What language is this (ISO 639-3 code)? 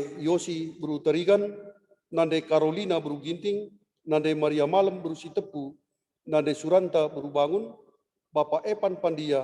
btx